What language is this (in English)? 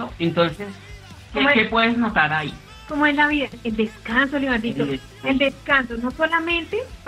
Spanish